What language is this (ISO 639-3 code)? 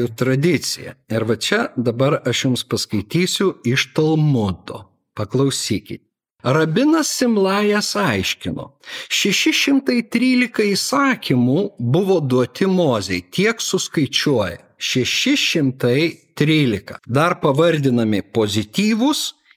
lit